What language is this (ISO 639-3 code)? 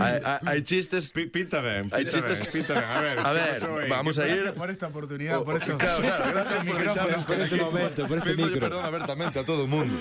glg